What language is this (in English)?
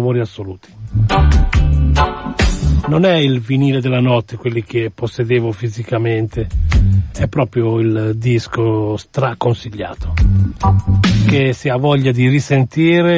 Italian